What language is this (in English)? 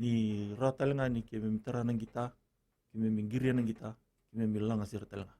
Fijian